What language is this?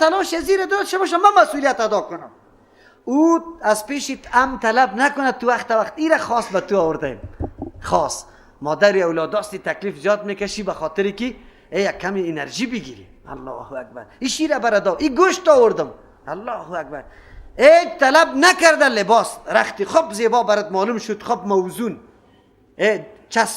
Persian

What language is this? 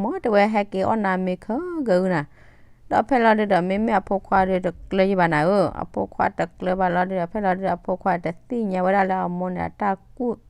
S'gaw Karen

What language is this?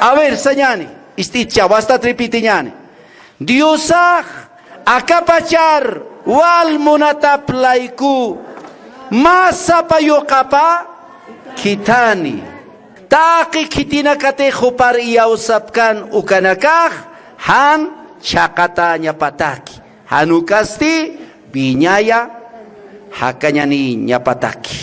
Aymara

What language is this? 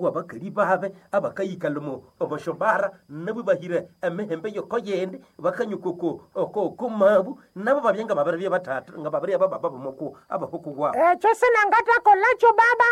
Nande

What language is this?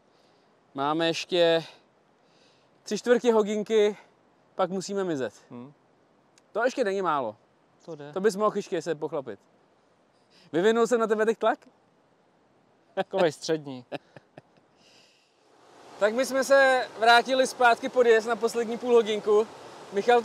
Czech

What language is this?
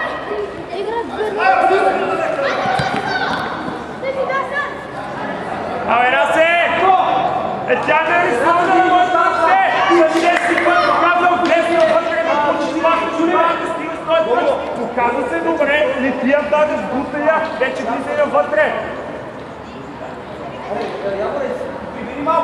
Bulgarian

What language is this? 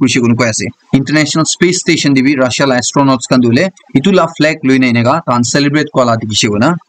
Naga Pidgin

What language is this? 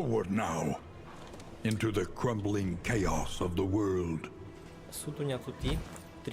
Rusyn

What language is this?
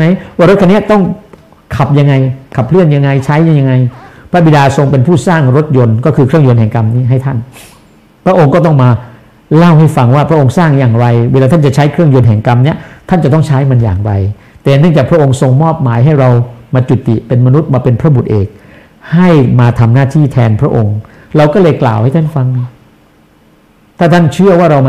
Thai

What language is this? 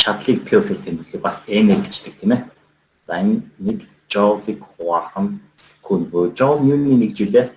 Mongolian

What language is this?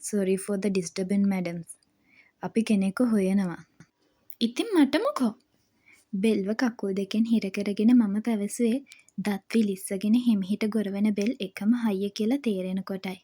Sinhala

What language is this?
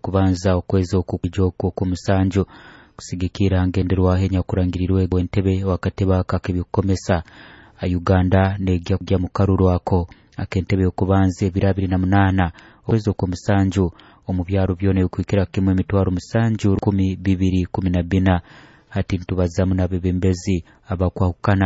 Nyoro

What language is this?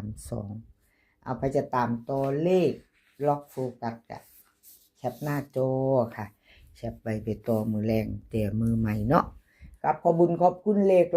Lao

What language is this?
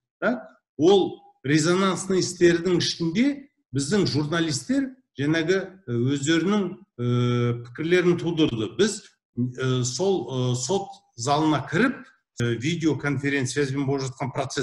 Kazakh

